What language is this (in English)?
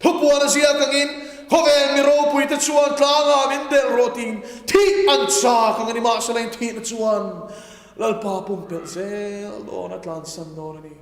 Mizo